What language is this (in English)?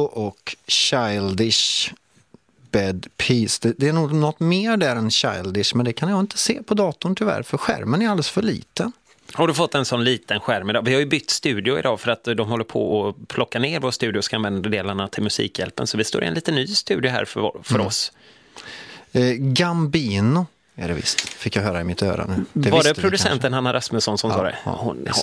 Swedish